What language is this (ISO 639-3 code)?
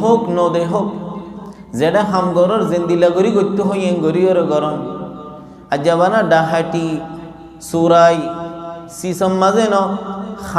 rhg